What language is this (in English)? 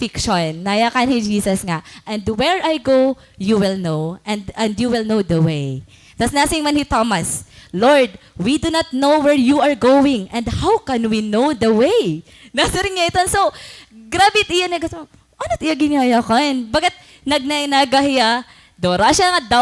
Waray